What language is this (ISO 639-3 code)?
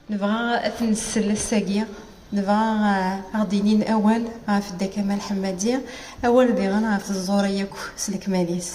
kab